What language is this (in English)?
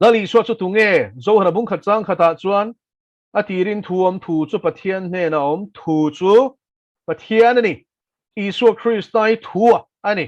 Mizo